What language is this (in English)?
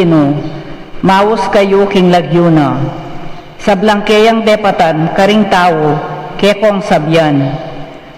Pampanga